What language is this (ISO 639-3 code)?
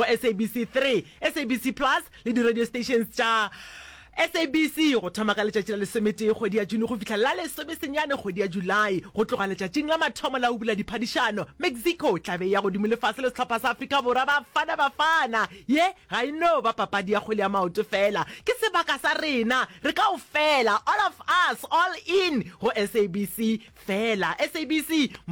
nso